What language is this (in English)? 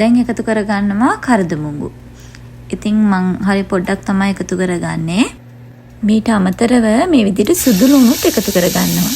Sinhala